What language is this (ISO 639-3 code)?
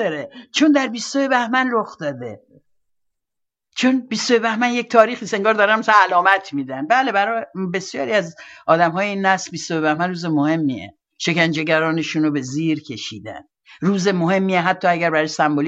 fas